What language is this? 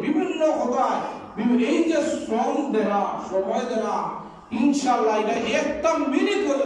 Sylheti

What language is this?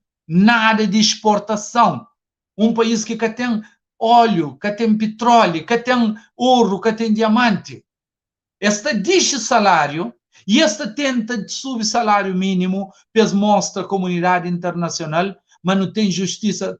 Kabuverdianu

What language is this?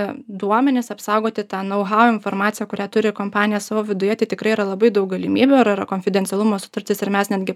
Lithuanian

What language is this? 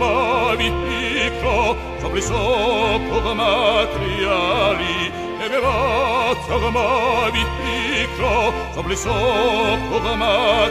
Georgian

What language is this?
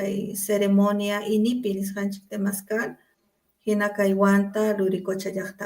Ayacucho Quechua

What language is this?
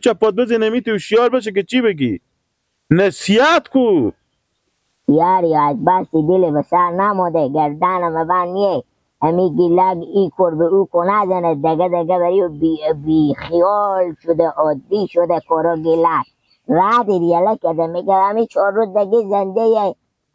Persian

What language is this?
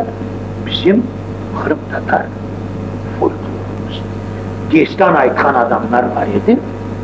Crimean Tatar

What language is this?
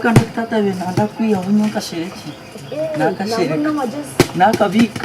Nyankole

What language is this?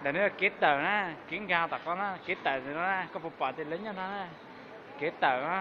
Hmong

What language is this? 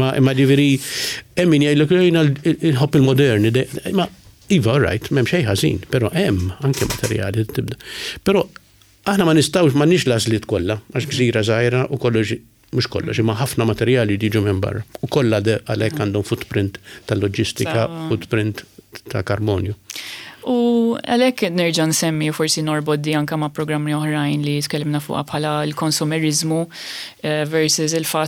Maltese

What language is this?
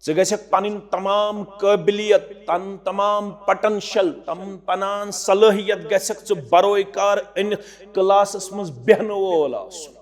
Kashmiri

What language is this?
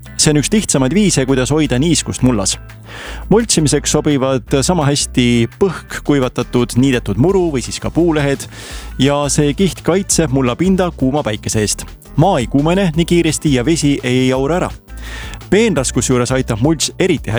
Estonian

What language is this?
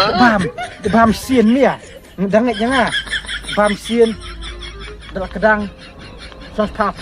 Khasi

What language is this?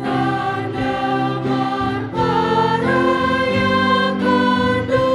Batak Simalungun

